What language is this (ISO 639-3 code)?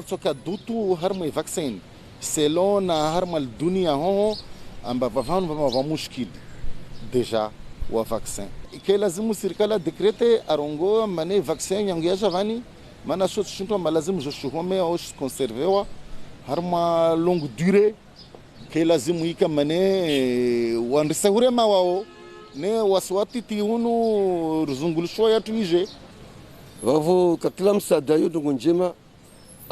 zdj